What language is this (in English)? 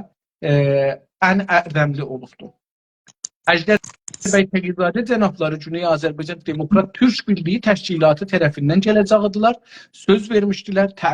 South Azerbaijani